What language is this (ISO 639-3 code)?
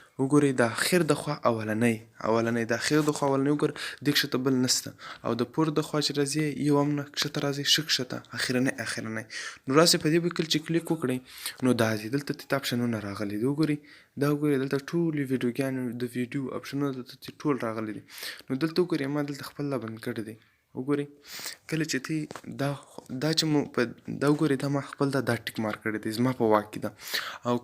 pus